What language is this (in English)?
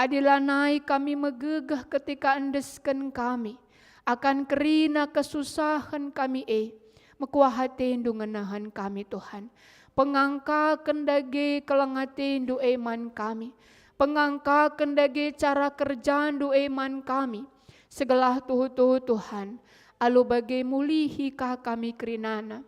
Batak Karo